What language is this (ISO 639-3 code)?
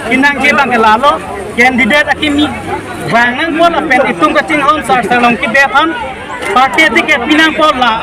mjw